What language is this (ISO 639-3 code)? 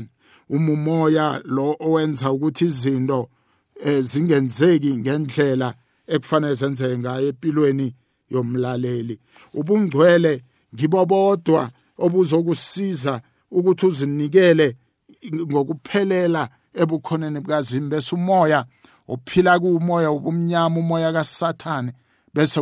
nbl